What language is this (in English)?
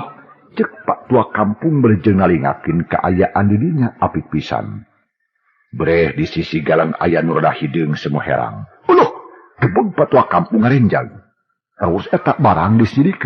Sundanese